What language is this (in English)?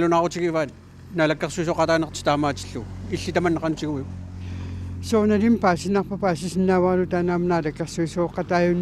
Kalaallisut